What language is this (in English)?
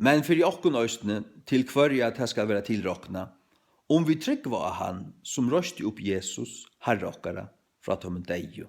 Faroese